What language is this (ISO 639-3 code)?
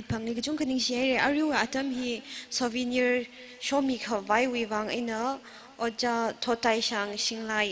nmf